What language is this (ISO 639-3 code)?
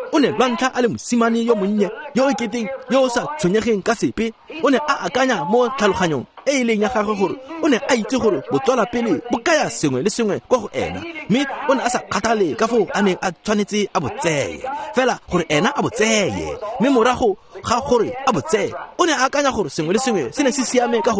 tsn